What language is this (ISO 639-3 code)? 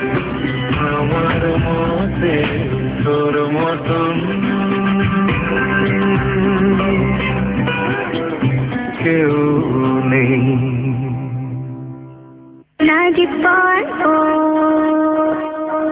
ben